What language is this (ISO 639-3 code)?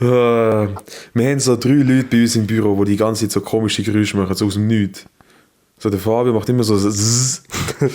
gsw